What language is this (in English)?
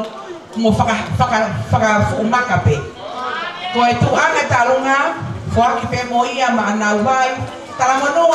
Tongan